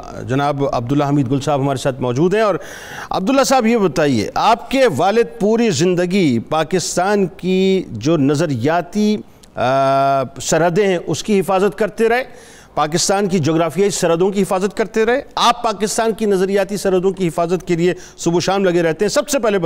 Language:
Urdu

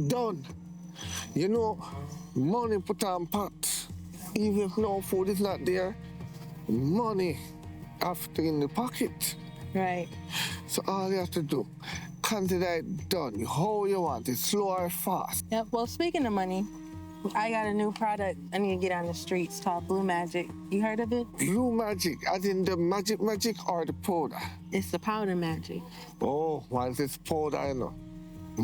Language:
Jamaican Creole English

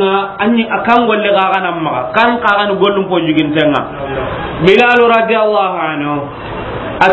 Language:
Soninke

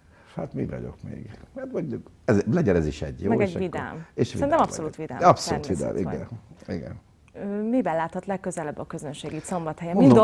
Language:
Hungarian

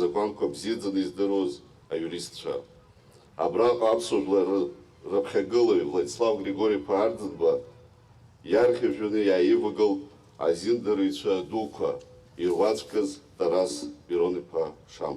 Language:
Abkhazian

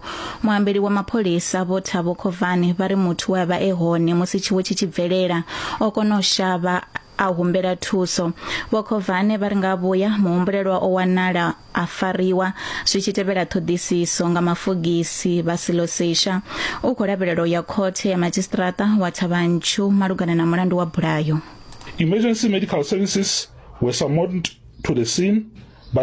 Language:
Venda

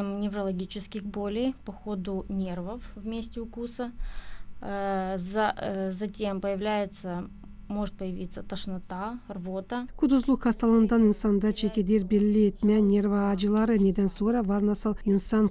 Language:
Gagauz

